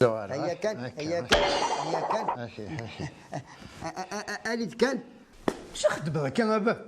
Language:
Kabyle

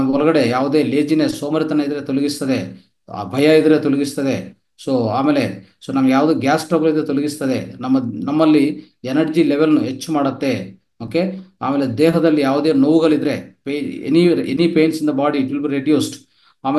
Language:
Kannada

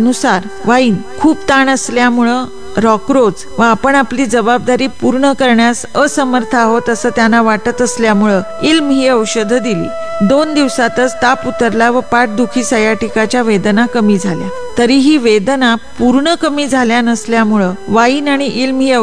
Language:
Marathi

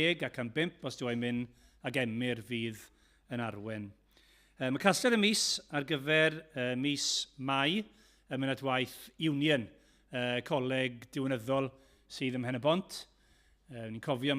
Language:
Welsh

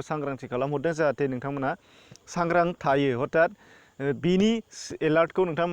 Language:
Bodo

